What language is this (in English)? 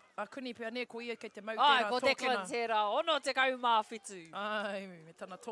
Māori